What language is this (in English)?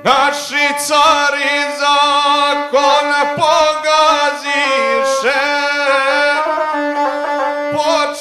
Serbian